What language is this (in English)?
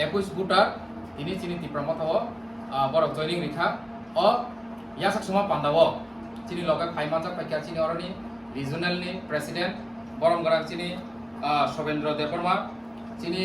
Kok Borok